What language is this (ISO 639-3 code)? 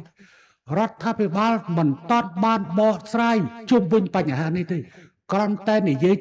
khm